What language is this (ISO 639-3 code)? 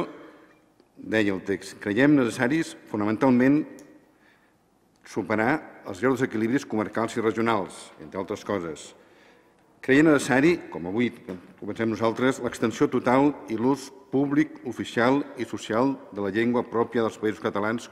cat